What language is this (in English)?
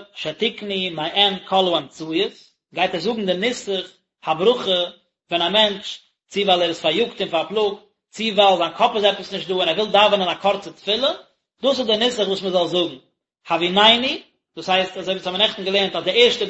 Yiddish